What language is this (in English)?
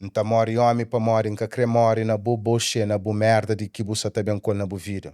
Kabuverdianu